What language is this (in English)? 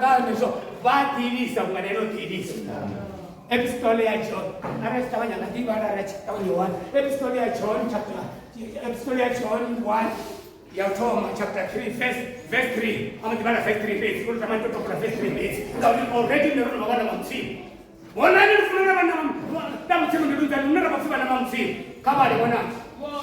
Venda